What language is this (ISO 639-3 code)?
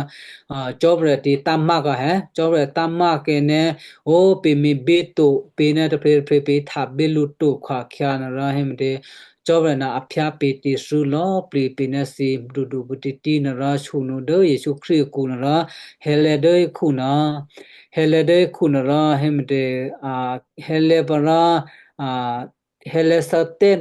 kyu